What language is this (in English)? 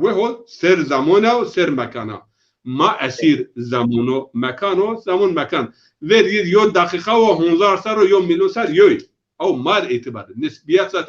Zaza